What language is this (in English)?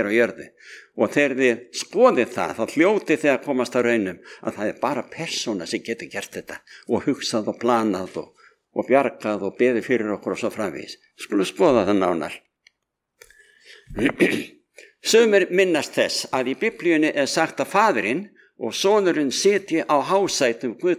Icelandic